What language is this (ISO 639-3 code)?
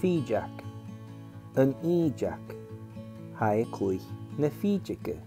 gla